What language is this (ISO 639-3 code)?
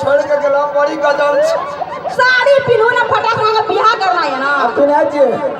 mai